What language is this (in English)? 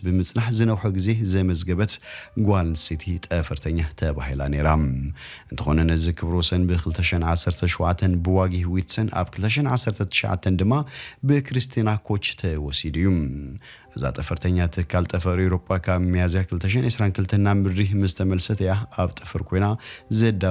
Tigrinya